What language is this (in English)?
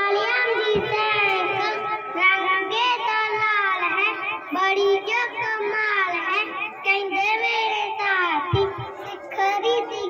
Punjabi